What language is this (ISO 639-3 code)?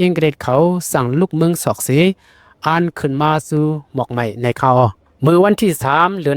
shn